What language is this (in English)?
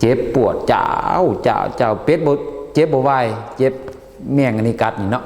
Lao